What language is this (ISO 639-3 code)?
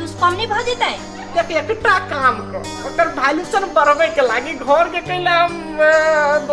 mai